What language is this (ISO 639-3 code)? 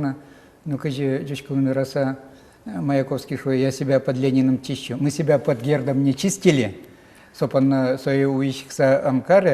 udm